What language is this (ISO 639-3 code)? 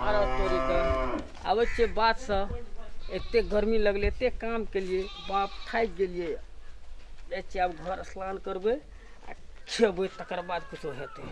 mai